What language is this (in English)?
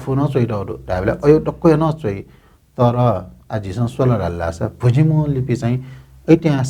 Newari